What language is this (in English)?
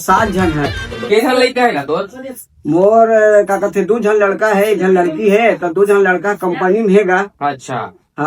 Chhattisgarhi